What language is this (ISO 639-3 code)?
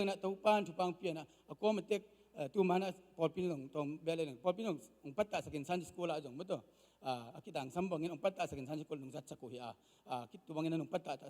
ctd